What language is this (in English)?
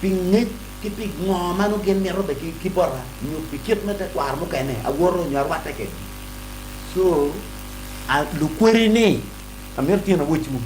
Acoli